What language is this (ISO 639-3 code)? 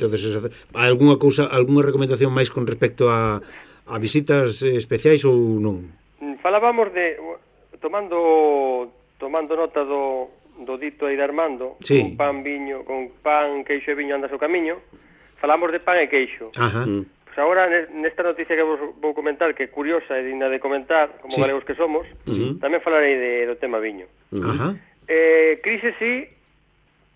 glg